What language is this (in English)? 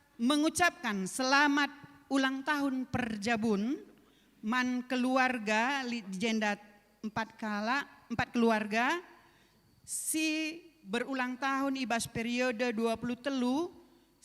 Batak Karo